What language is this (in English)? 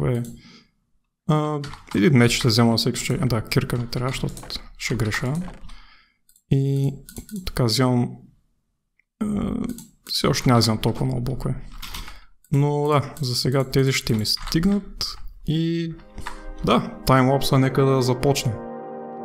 Bulgarian